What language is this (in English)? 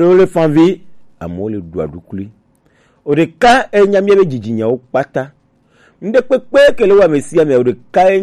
Gen